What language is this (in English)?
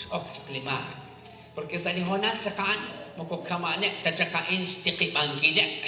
Kekchí